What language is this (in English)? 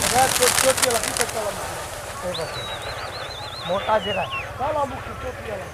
Saraiki